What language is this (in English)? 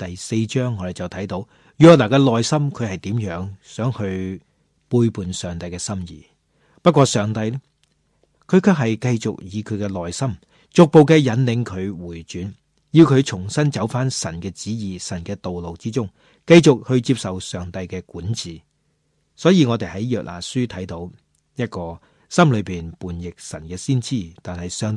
Cantonese